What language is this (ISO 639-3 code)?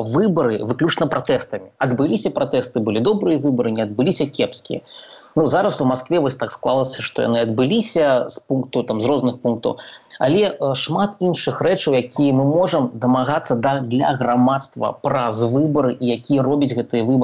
bel